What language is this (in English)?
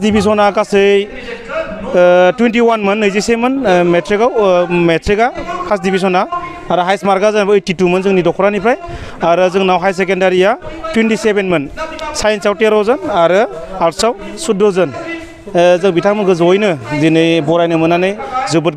Bodo